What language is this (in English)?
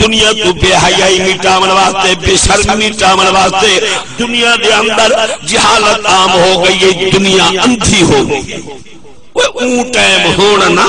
Saraiki